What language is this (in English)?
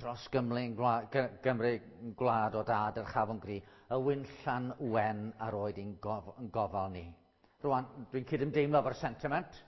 Welsh